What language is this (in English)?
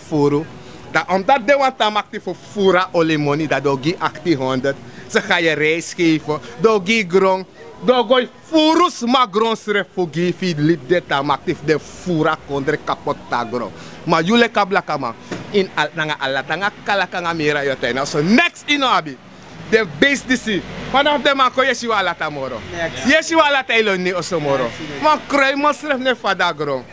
Sranan Tongo